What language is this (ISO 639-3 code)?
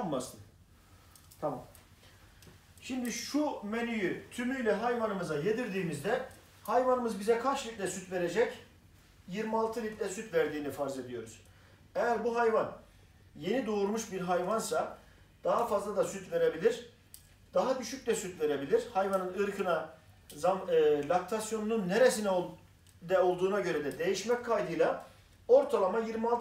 tur